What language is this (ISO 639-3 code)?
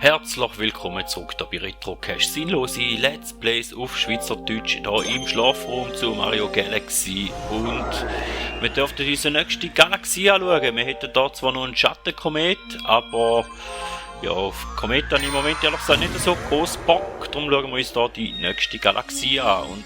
gsw